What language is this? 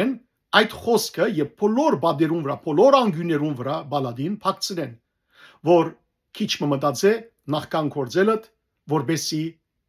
Western Armenian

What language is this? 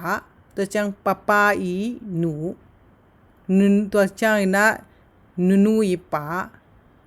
Tedim Chin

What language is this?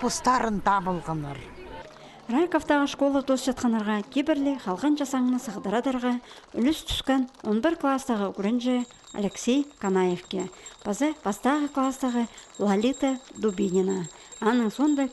Khakas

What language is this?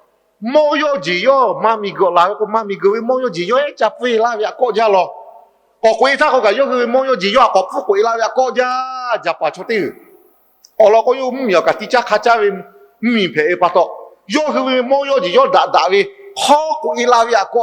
Lahu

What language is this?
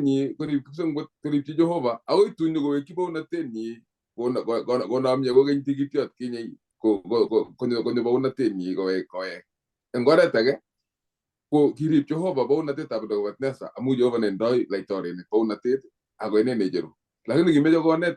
Kalenjin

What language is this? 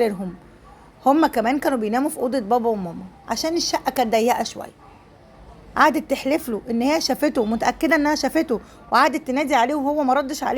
Egyptian Arabic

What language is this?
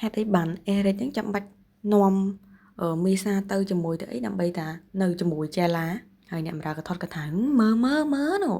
Khmer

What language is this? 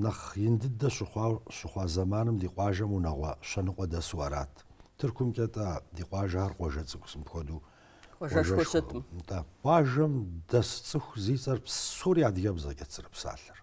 Kabardian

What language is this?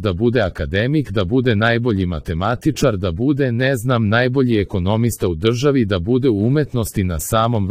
Serbian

